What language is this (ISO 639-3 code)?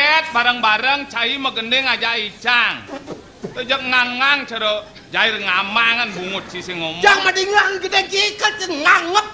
ban